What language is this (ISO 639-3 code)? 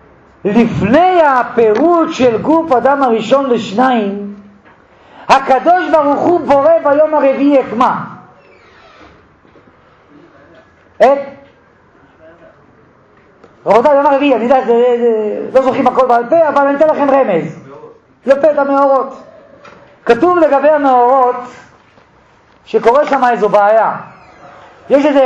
heb